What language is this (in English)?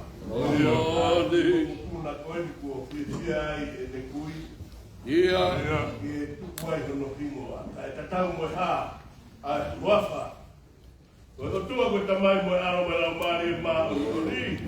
Tongan